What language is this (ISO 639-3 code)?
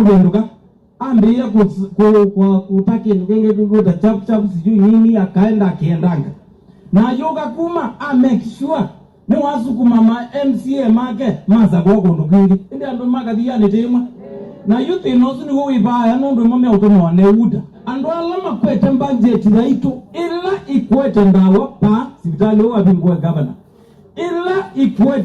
kam